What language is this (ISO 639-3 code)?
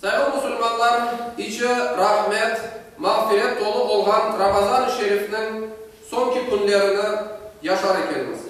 crh